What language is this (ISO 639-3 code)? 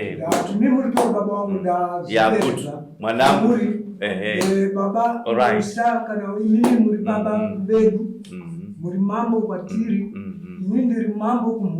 sna